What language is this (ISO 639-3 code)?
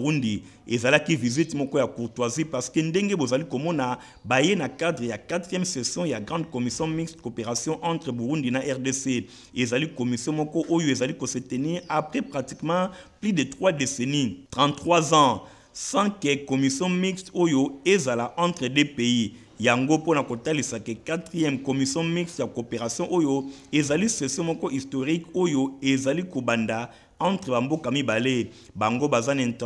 lin